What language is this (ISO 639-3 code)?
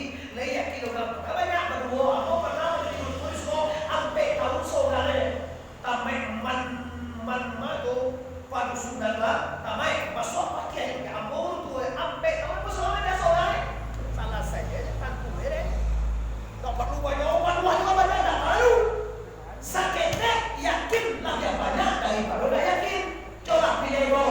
min